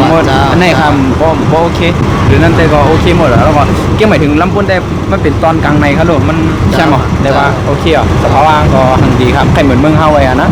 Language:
Shan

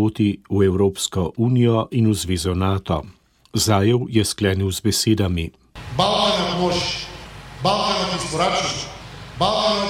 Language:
Slovenian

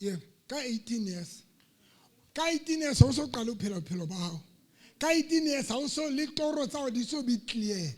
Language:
Southern Sotho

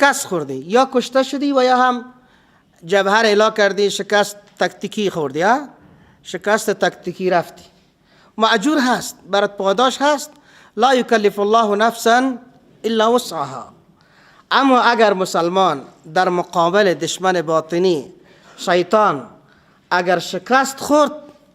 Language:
Persian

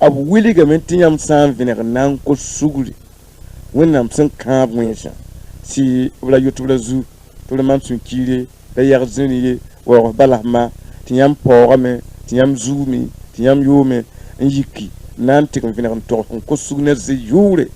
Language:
Mossi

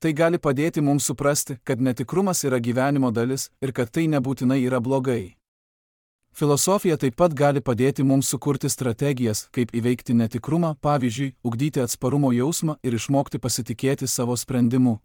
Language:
Lithuanian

